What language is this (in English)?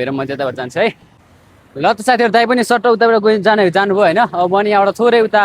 Nepali